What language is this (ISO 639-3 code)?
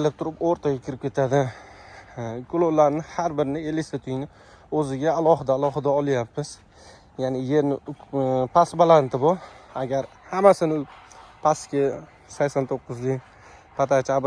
uzb